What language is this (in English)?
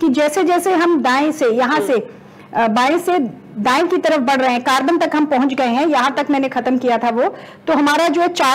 Hindi